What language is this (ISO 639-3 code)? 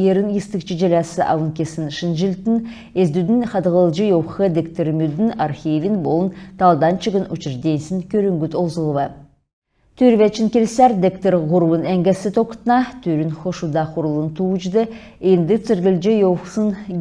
xal